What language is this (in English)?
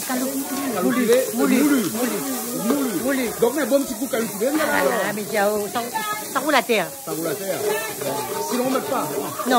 Réunion Creole French